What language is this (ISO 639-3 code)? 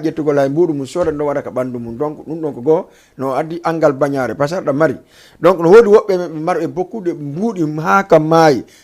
ful